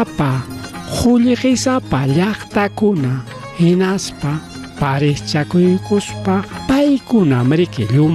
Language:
Ayacucho Quechua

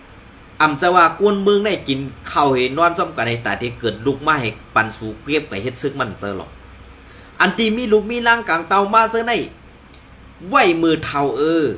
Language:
Shan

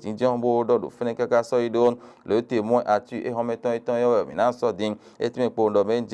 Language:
Fon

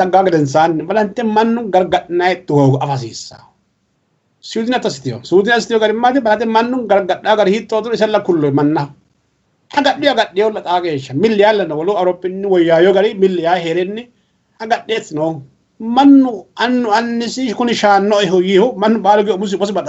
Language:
Sidamo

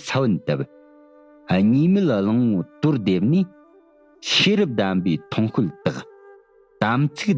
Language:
Tibetan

